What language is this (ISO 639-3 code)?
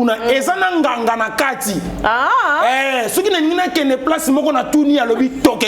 lin